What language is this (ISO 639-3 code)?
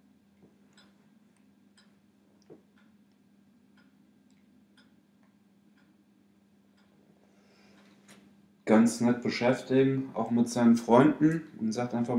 deu